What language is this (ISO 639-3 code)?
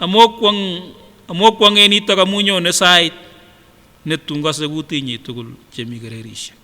sgc